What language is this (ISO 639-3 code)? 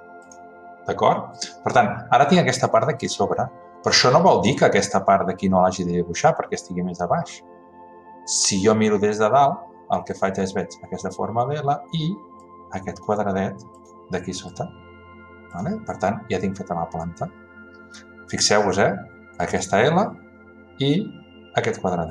cat